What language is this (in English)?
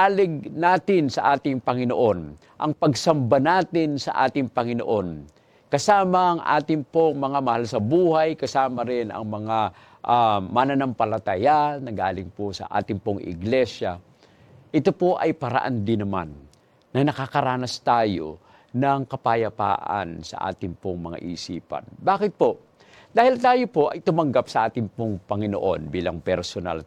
Filipino